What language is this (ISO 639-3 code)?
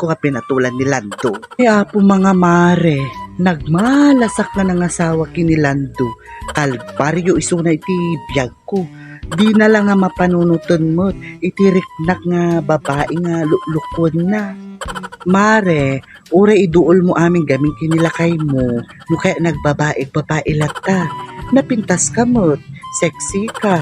ilo